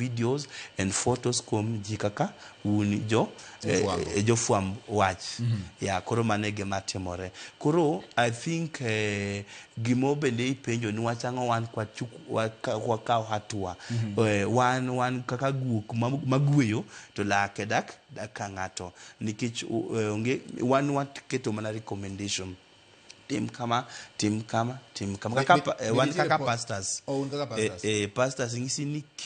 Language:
Luo (Kenya and Tanzania)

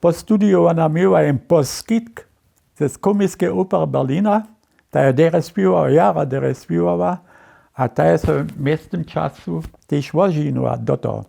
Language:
Upper Sorbian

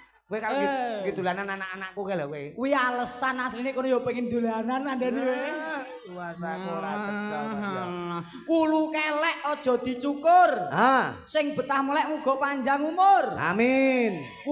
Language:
Javanese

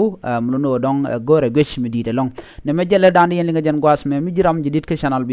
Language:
Nuer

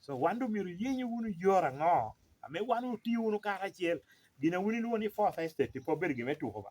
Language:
Lango (Uganda)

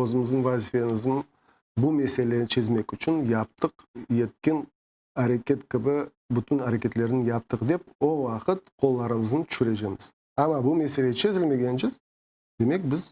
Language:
Crimean Tatar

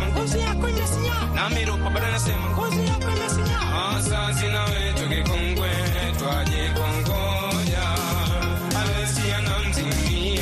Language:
Swahili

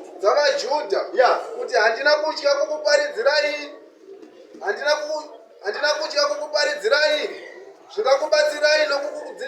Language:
Shona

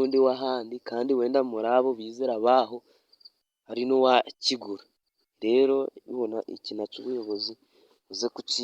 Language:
Kinyarwanda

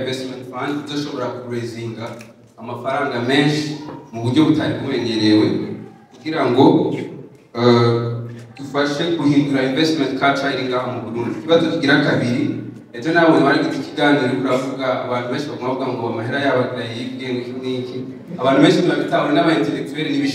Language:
Rundi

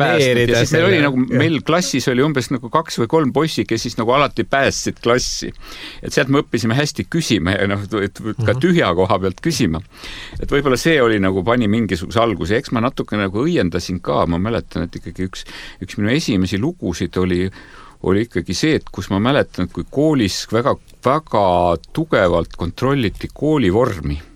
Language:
Estonian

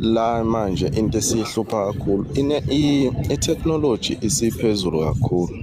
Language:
Zulu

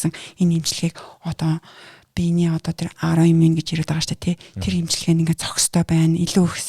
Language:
Mongolian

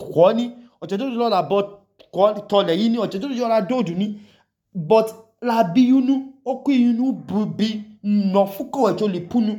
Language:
Idoma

